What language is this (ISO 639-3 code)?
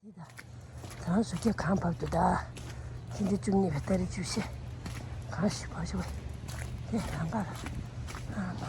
bod